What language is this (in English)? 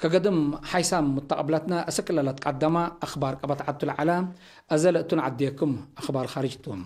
Tigre